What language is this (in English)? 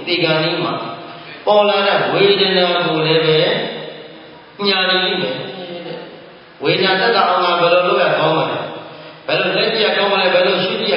Burmese